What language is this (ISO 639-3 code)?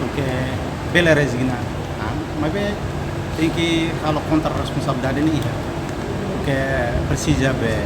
tet